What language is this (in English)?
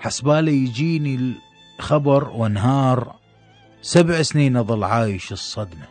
Mesopotamian Arabic